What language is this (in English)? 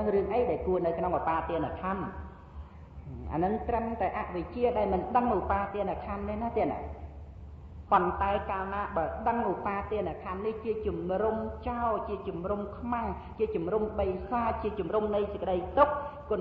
Khmer